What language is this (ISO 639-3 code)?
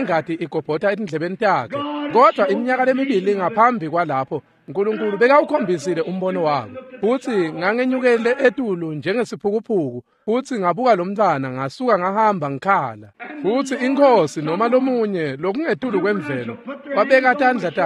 ssw